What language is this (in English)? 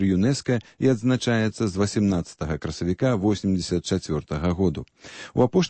Belarusian